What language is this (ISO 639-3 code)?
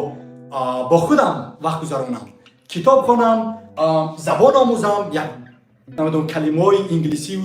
tgk